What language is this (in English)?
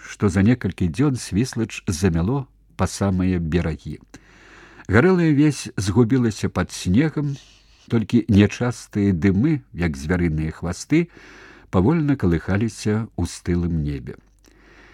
Belarusian